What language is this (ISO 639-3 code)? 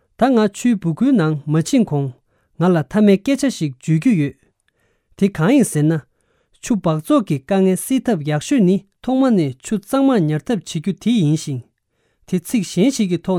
bod